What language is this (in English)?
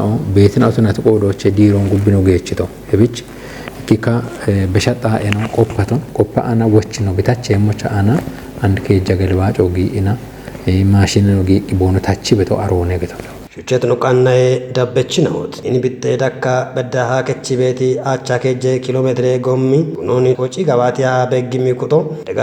Kafa